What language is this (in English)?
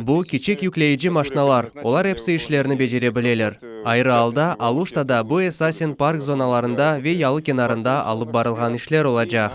Crimean Tatar